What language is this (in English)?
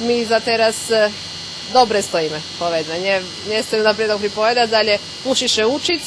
Rusyn